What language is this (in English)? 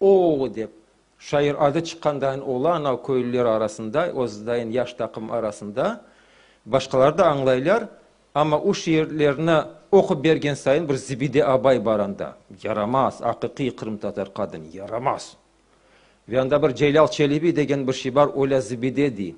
Crimean Tatar